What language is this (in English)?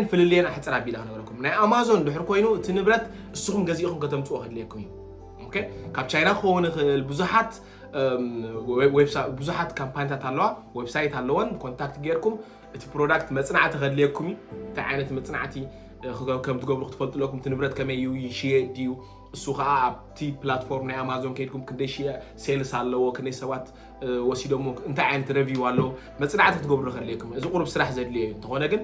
Tigrinya